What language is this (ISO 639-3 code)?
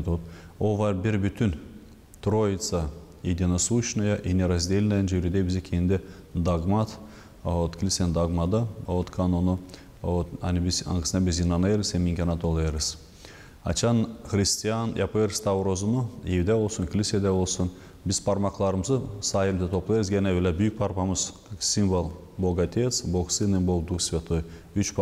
gag